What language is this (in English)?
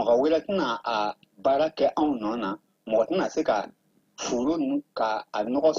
Bambara